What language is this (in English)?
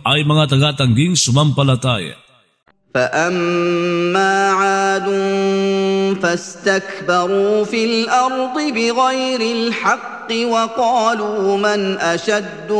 Filipino